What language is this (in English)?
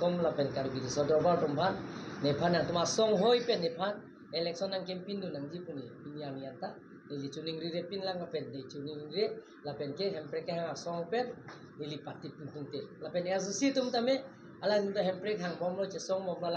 Karbi